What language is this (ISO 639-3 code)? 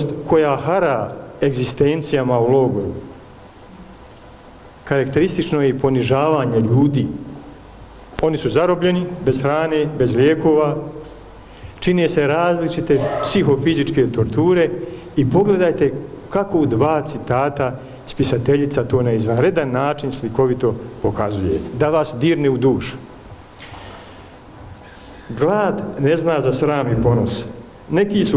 bos